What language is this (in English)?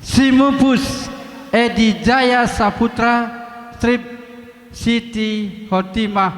Batak Karo